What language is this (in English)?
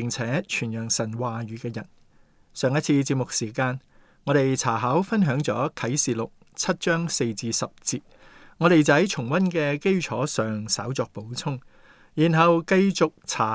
Cantonese